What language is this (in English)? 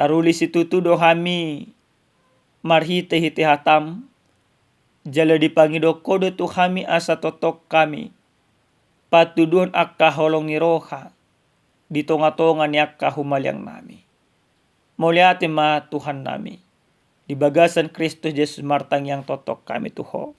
Batak Toba